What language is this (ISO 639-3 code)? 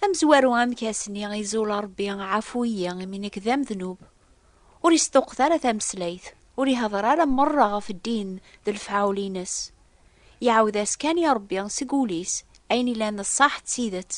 kab